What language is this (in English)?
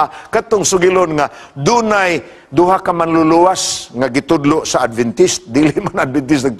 Cebuano